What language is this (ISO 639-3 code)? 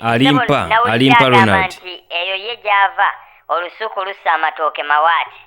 lug